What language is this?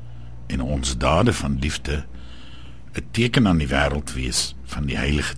Afrikaans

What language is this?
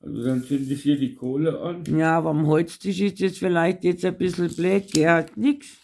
Bavarian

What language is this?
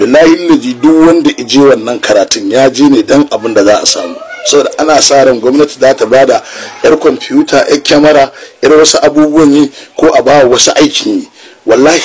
Hausa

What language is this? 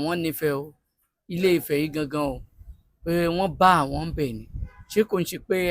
Yoruba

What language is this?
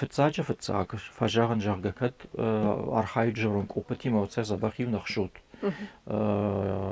Ossetic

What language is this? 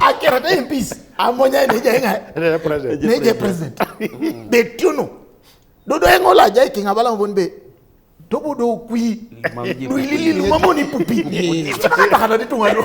Teso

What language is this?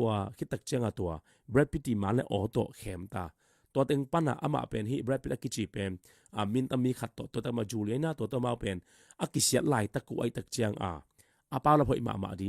Tedim Chin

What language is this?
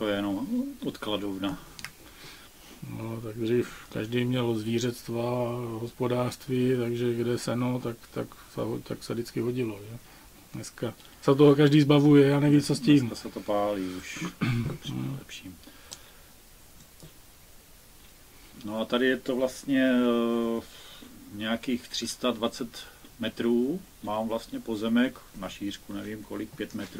Czech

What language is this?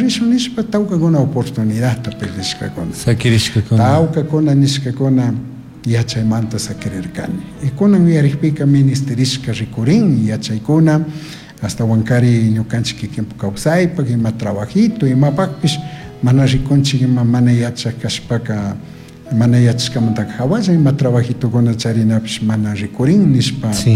Chimborazo Highland Quichua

